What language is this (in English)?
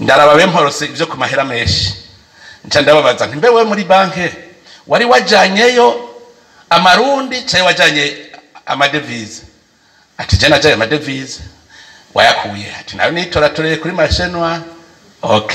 Rundi